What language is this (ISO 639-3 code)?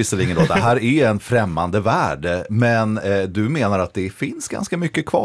swe